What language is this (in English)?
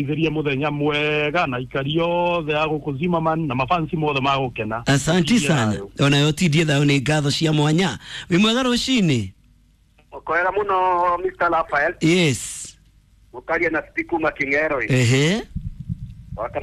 Kikuyu